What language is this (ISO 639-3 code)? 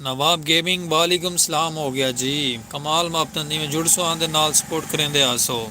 skr